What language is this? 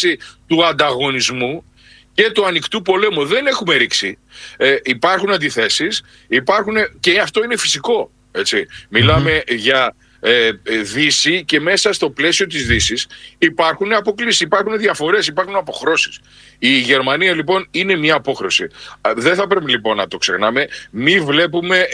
Greek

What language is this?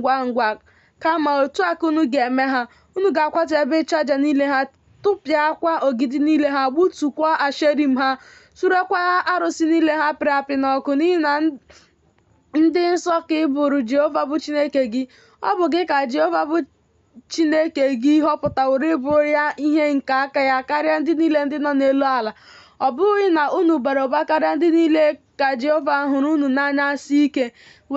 Igbo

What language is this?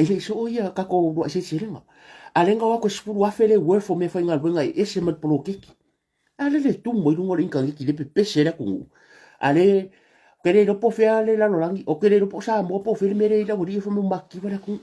Samoan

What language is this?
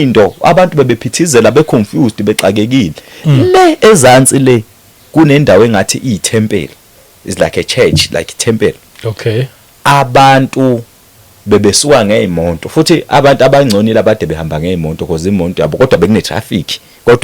Zulu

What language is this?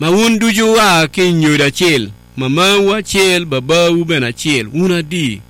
Acoli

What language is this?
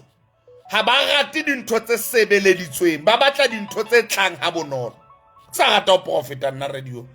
Southern Sotho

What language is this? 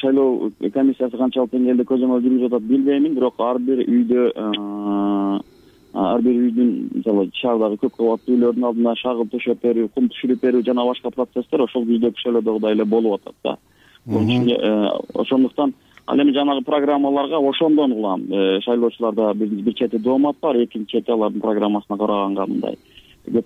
Kyrgyz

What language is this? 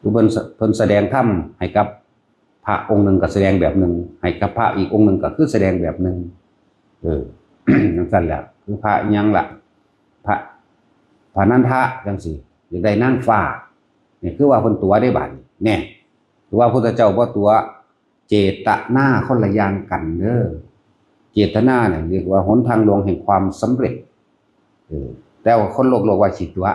Northeastern Thai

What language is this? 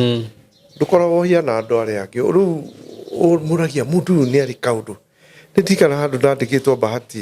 Kikuyu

